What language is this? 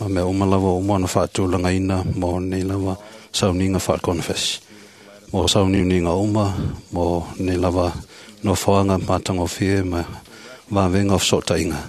Samoan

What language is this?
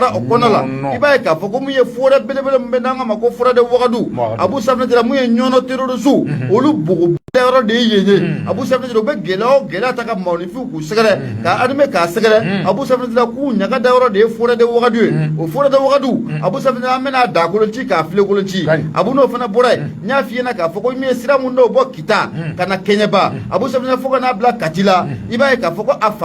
Bambara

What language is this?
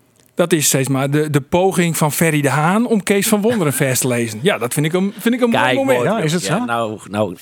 Western Frisian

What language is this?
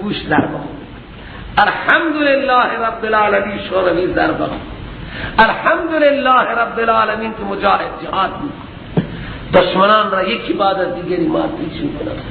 Persian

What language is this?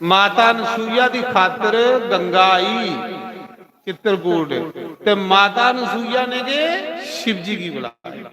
Dogri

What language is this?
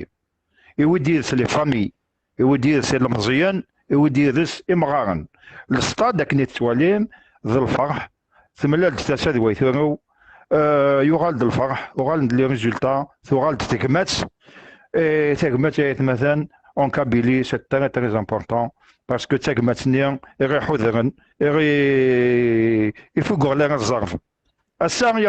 Kabyle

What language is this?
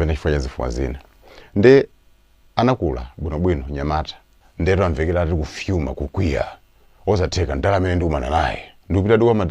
Nyanja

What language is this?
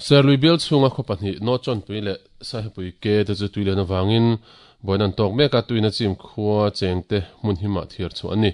Mizo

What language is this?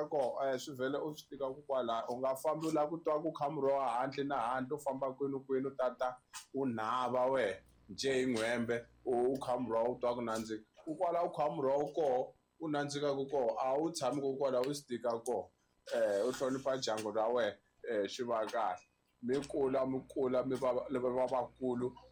Tsonga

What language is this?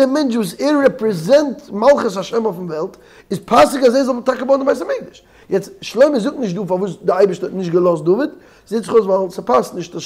Yiddish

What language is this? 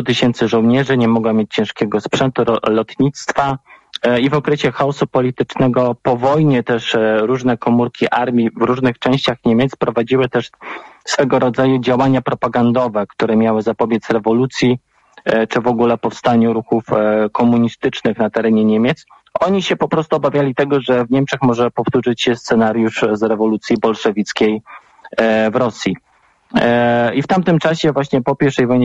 Polish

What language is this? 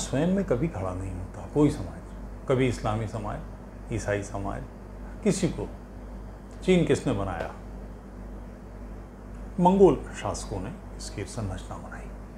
Hindi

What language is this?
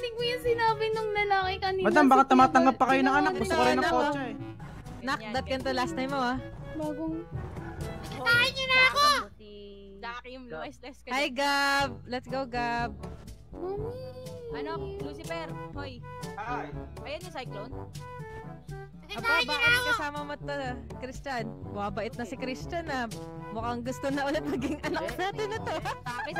Filipino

